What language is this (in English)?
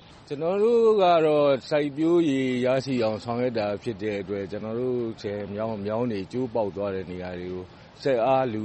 Burmese